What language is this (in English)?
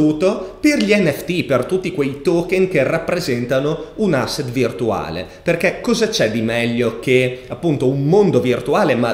Italian